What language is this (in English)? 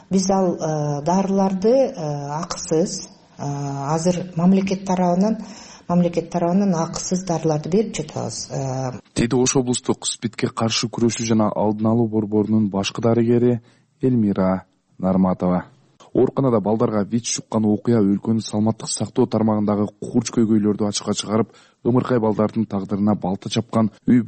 Kyrgyz